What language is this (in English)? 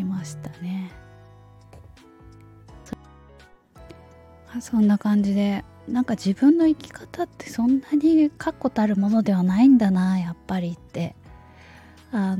Japanese